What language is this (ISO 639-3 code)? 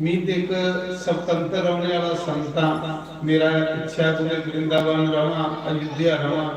doi